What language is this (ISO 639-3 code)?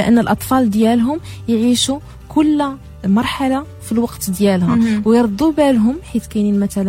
ary